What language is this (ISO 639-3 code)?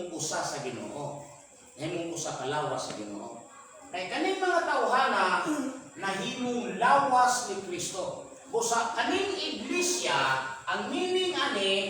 ceb